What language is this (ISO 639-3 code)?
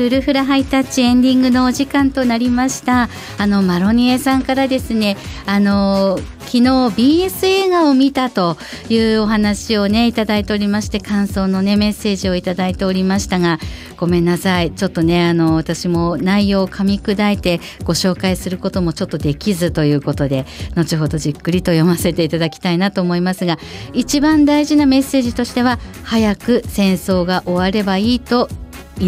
jpn